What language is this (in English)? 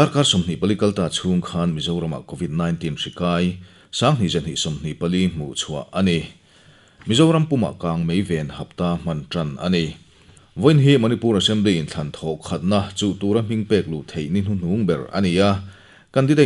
Mizo